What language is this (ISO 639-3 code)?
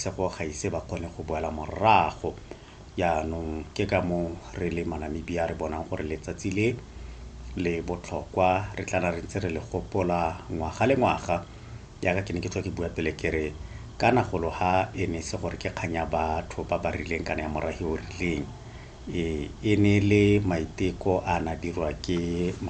tsn